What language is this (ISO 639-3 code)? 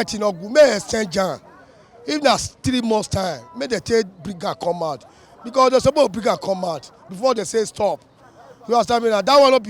pcm